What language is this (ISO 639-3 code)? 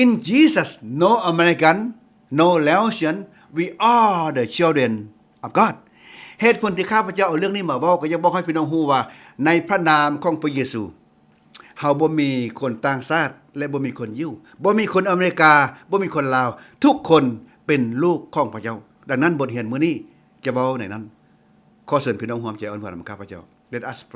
lao